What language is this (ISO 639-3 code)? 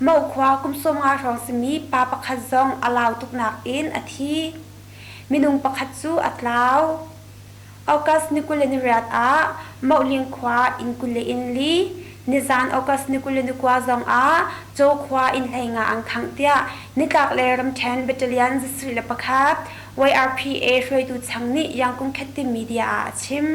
cnh